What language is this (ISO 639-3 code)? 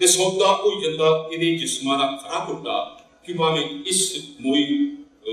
doi